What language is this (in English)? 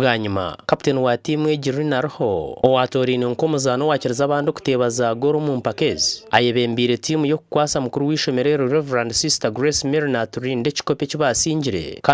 Nyankole